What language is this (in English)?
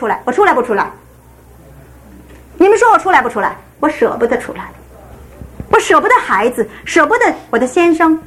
Chinese